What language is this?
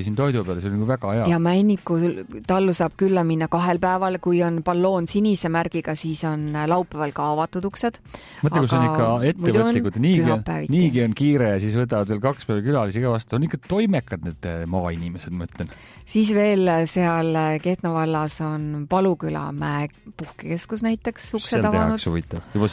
Estonian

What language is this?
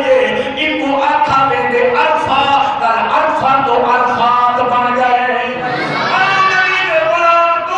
Saraiki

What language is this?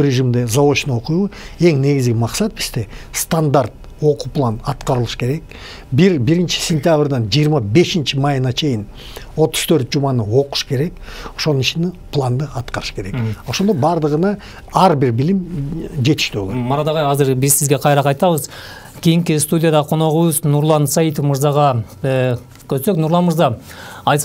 Kyrgyz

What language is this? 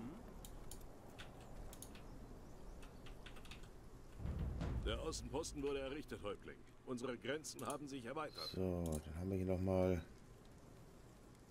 German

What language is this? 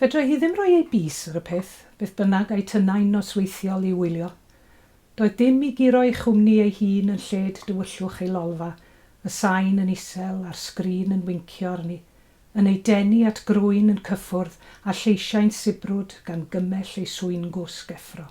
Welsh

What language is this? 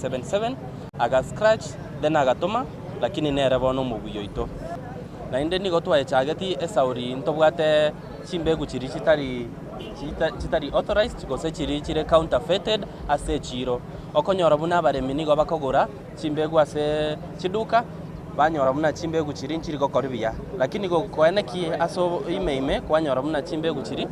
Gusii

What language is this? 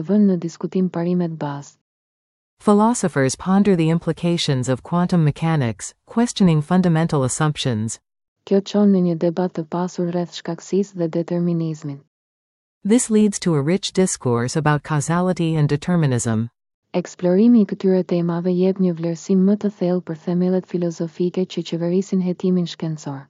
Albanian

